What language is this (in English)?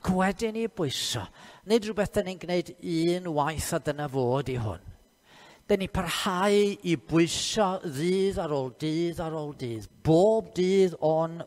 Welsh